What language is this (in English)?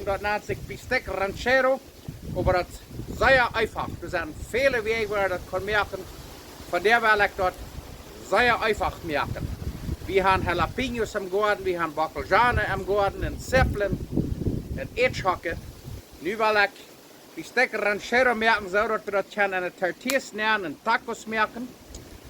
Plautdietsch